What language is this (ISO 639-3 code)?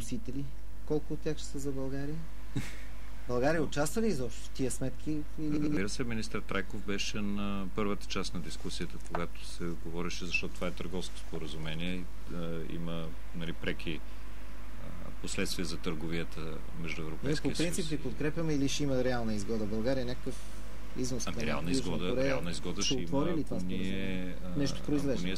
bul